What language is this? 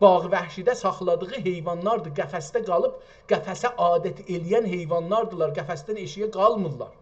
South Azerbaijani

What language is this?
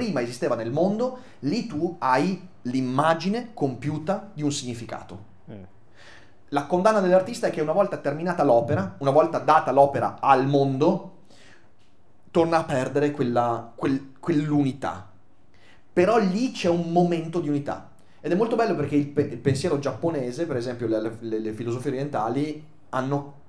Italian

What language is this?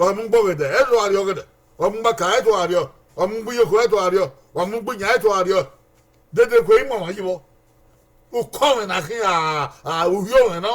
Bini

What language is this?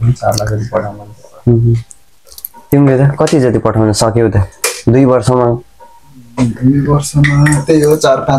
Nepali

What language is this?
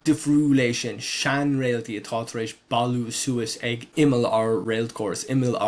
Irish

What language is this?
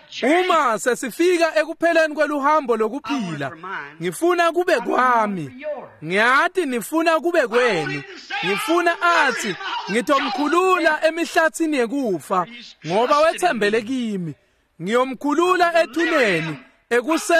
Swati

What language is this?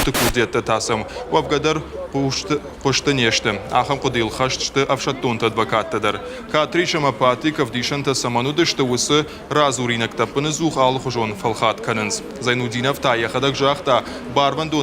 Ossetic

